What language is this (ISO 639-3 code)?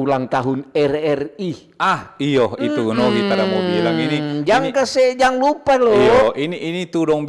xmm